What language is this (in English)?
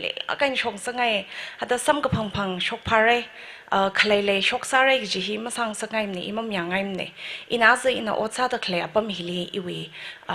Tangkhul Naga (India)